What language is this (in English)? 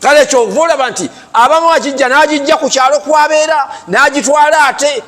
Ganda